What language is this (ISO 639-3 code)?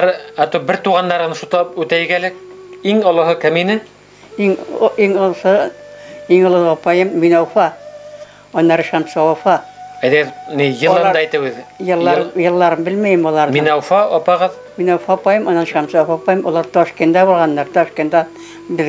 bak